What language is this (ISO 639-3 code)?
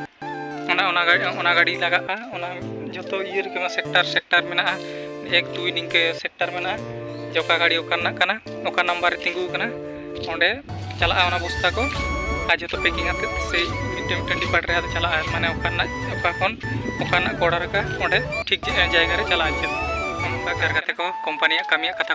sat